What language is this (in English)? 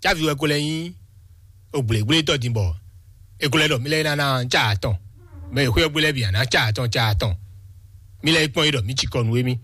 Fon